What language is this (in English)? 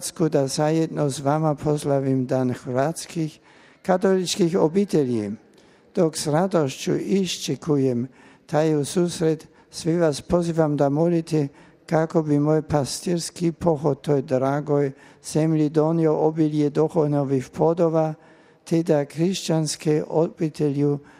Croatian